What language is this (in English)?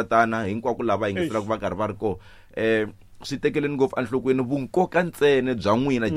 Tsonga